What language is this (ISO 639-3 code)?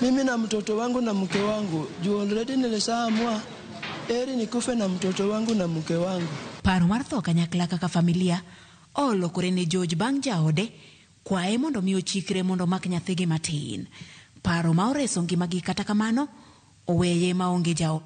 luo